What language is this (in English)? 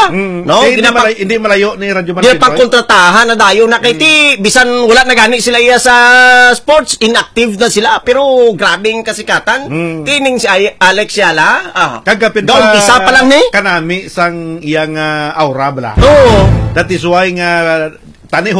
Hiligaynon